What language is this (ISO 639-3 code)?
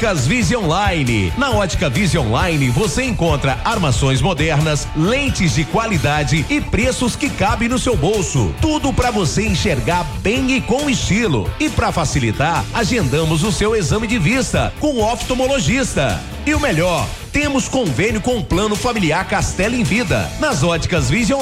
por